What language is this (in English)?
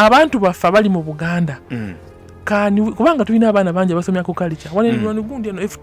Ganda